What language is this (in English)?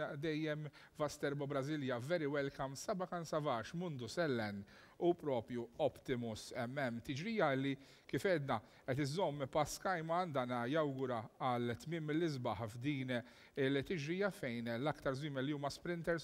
Maltese